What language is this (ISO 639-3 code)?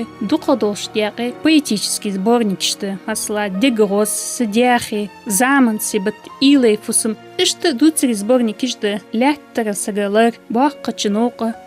inh